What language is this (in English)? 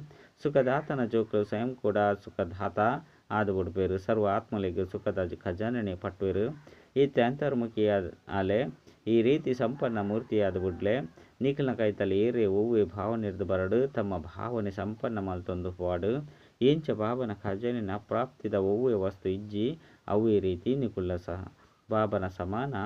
Tulu